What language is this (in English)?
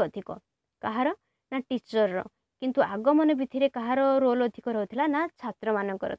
Odia